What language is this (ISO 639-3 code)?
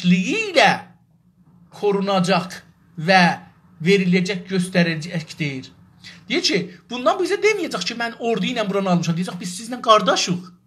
azb